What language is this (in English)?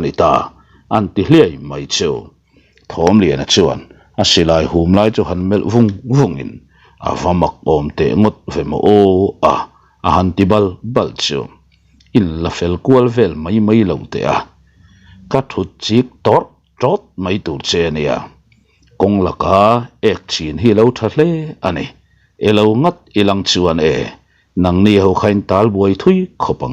Mizo